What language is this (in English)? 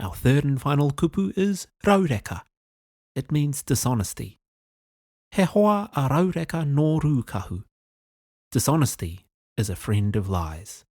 Māori